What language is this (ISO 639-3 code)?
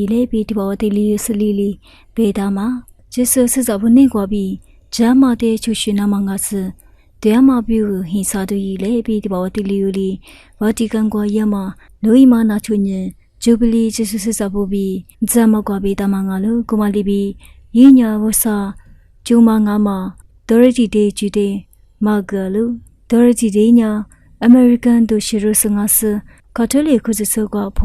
lis